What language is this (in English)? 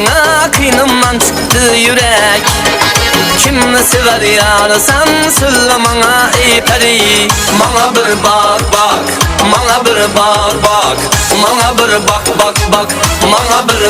Kara-Kalpak